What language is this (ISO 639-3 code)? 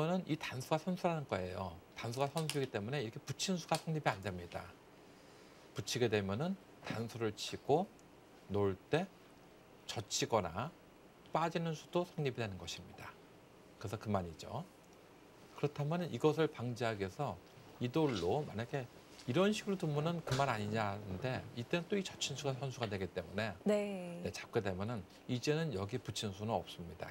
kor